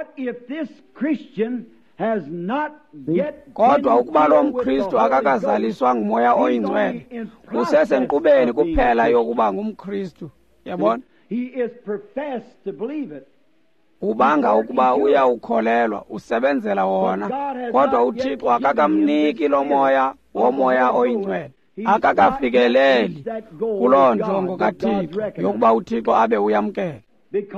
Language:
Xhosa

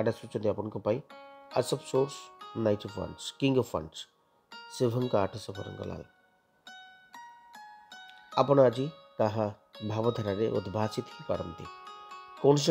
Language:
Odia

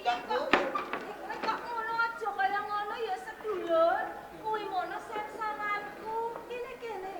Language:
Javanese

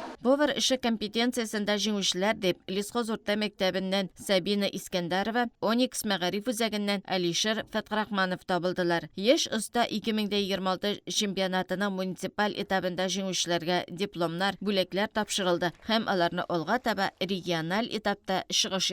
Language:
Tatar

